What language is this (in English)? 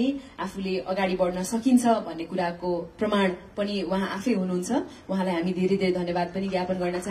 Nepali